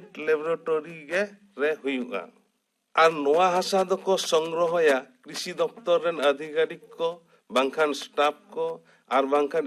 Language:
Santali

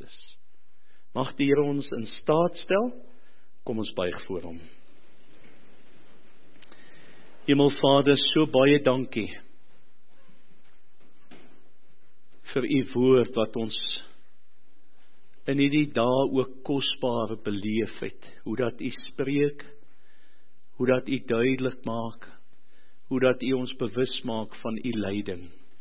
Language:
Afrikaans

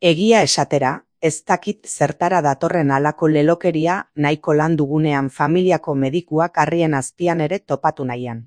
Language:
Basque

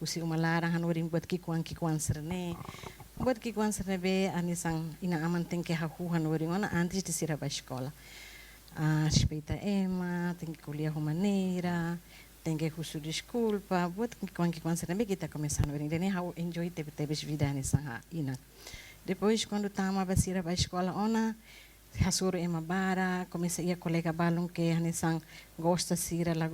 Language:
Tetum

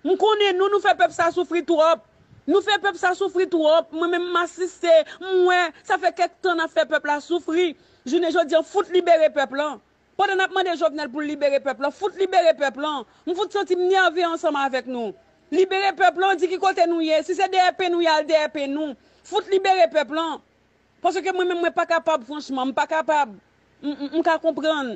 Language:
Haitian Creole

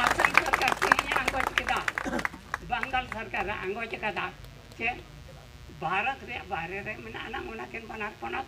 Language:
Santali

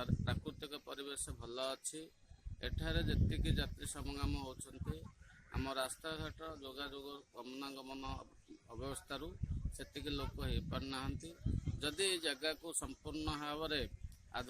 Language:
Odia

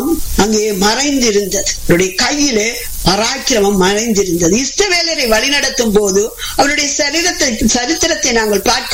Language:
Tamil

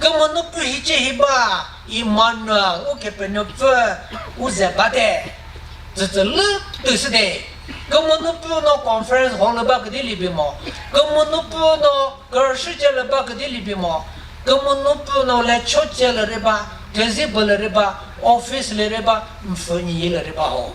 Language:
Chokri Naga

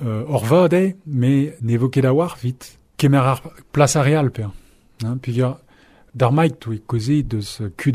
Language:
Breton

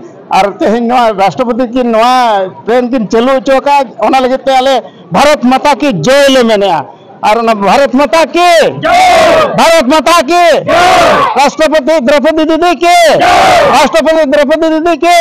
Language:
Santali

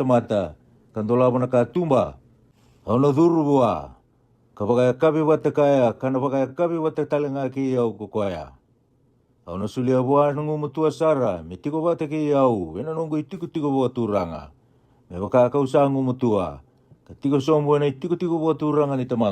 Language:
Fijian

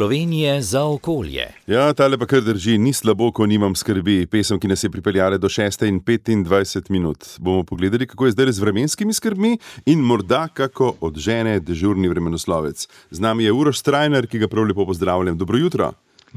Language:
Slovenian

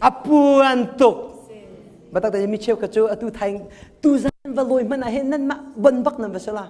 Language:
Hakha Chin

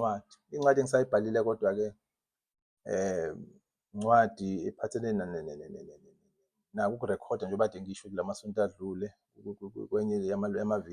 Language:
Zulu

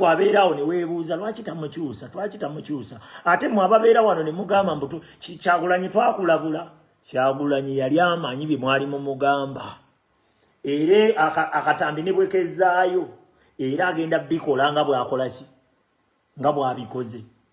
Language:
Ganda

